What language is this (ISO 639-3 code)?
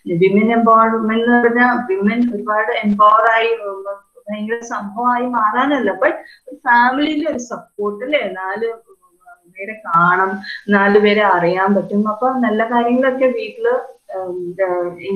mal